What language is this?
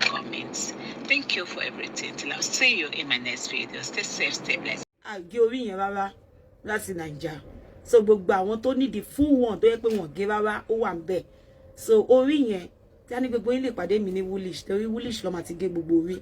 Yoruba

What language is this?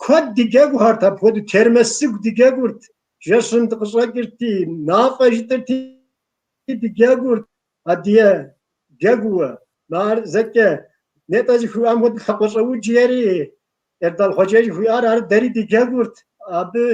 Kabardian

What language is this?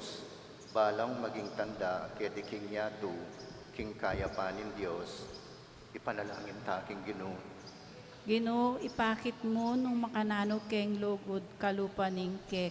Pampanga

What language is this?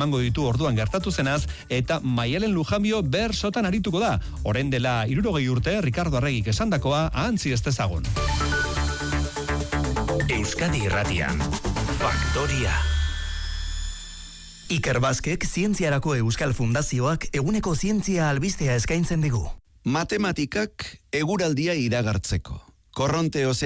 Basque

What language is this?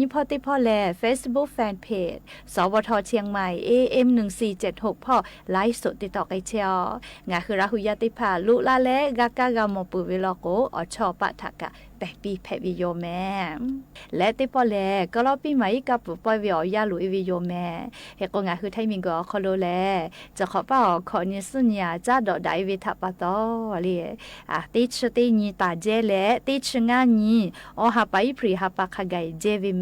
Lahu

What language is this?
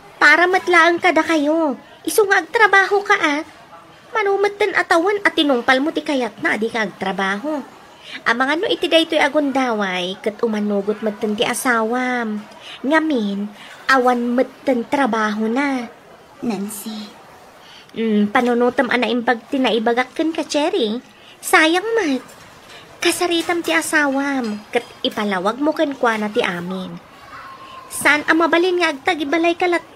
Iloko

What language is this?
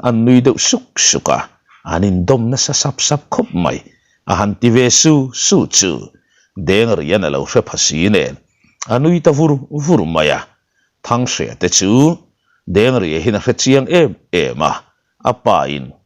Mizo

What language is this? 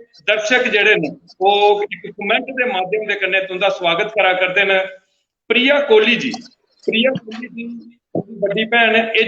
Dogri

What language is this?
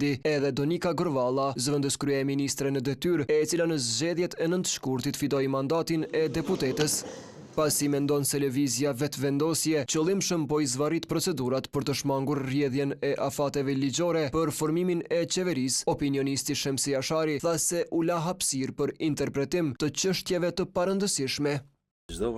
Albanian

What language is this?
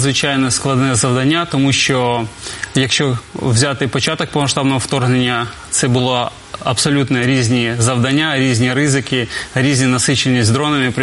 Ukrainian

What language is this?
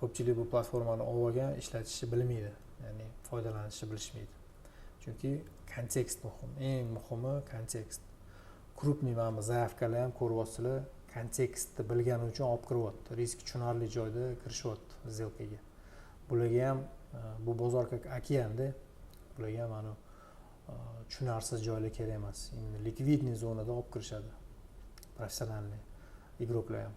Uzbek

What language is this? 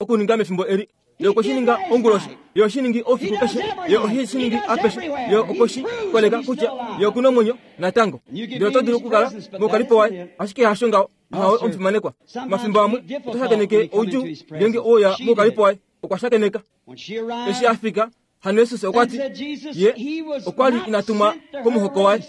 Kuanyama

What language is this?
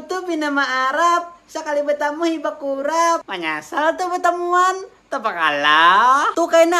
Banjar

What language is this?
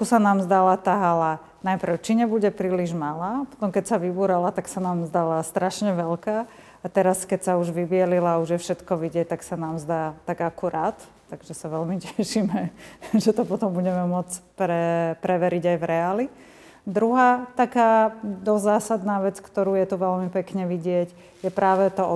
Slovak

